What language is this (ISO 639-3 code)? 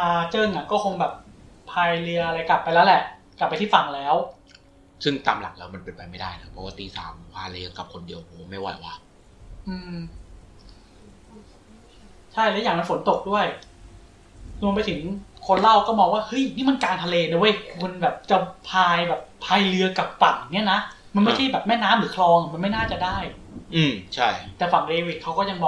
tha